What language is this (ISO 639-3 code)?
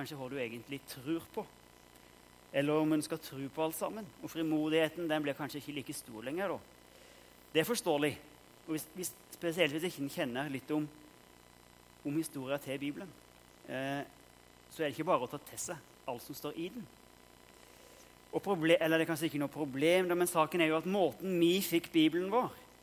nor